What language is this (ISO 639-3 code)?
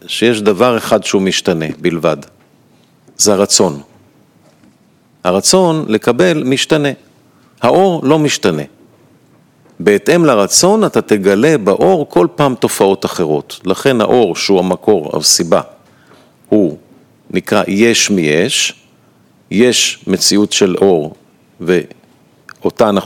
heb